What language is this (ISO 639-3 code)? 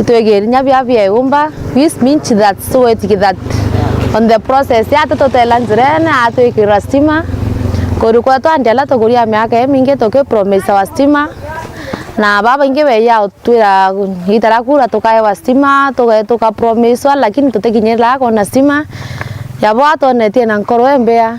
mer